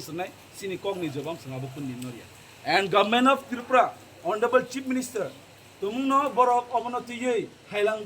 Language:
Kok Borok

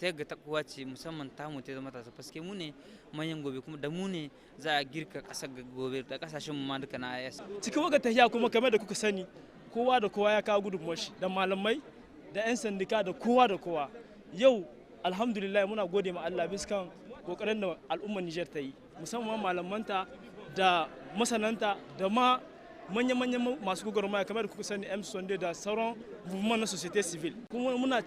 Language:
Hausa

